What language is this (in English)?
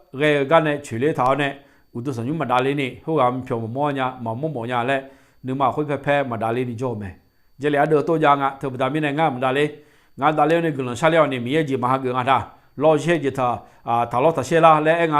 Akha